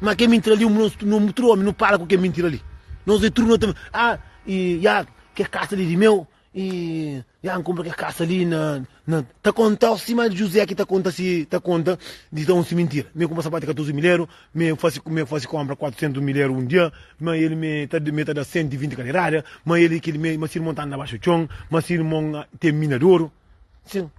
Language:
Kabuverdianu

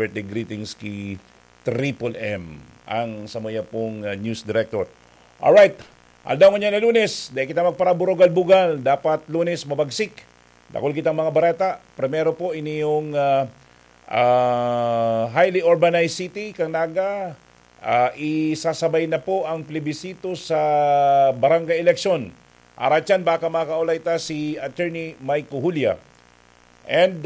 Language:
Bikol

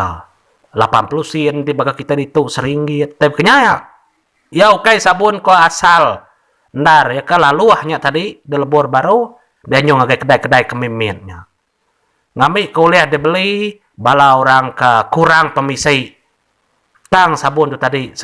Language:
Iban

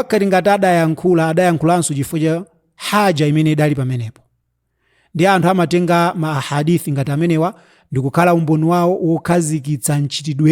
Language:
Nyanja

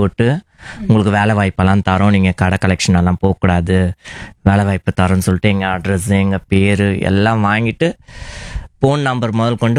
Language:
Tamil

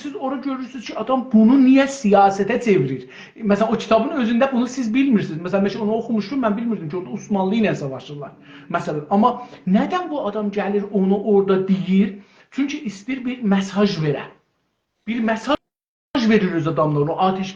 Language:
South Azerbaijani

